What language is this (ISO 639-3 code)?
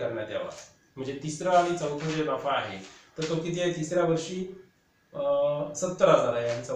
mar